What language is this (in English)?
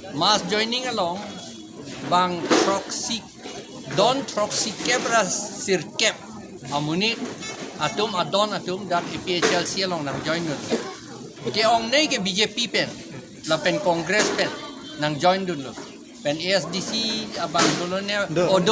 Karbi